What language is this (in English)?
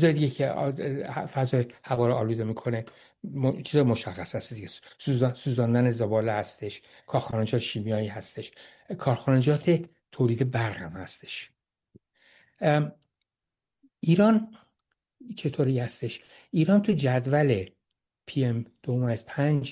Persian